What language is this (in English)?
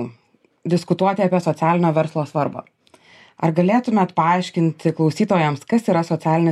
Lithuanian